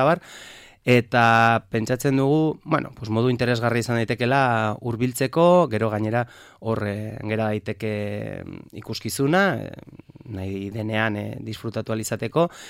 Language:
Basque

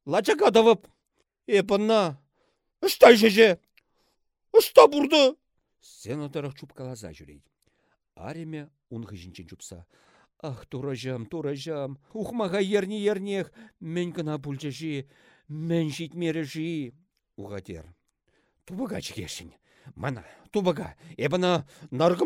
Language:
Chuvash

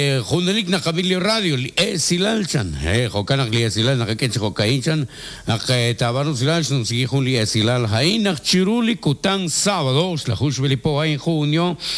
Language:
Kekchí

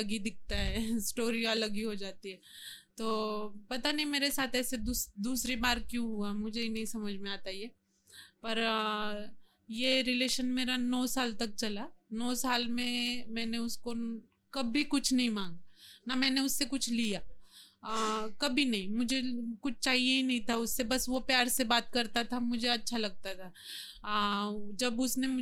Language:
Hindi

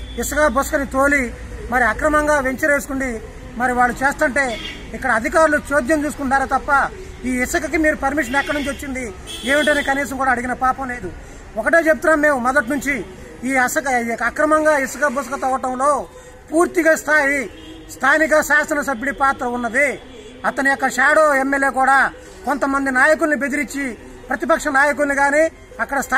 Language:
Telugu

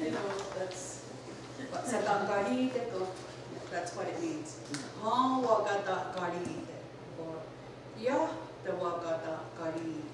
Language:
Mohawk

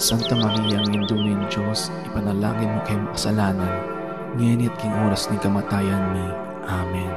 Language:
Pampanga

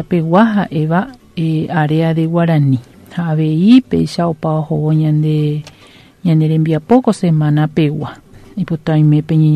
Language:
Guarani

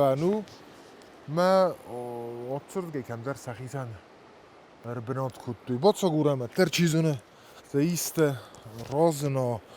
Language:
Ossetic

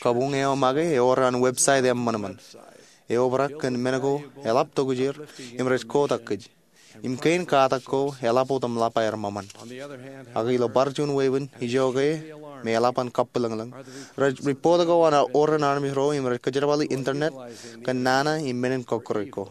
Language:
Marshallese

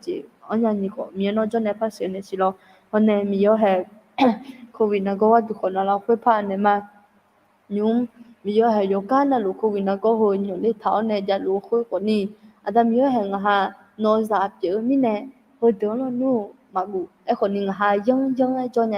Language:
Akha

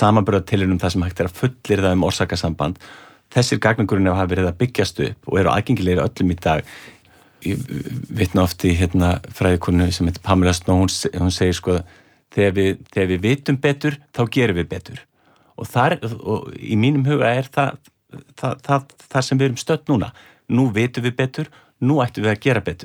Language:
Icelandic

